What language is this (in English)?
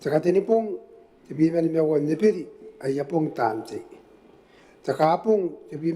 Gilbertese